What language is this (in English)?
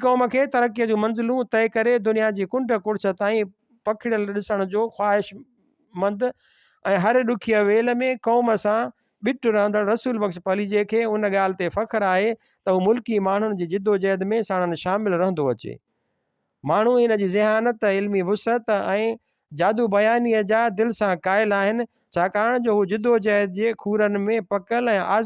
Sindhi